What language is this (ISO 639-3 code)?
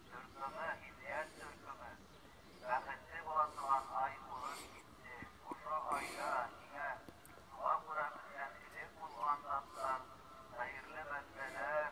bak